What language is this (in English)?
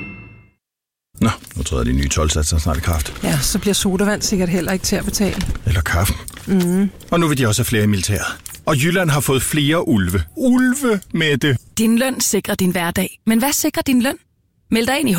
Danish